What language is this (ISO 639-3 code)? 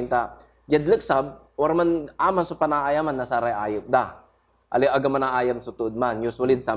pag